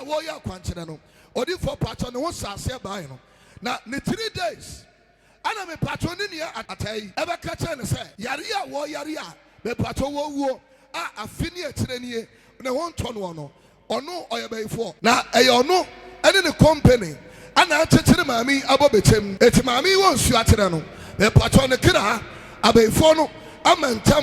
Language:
Akan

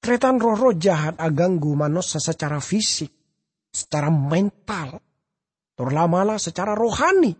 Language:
Madurese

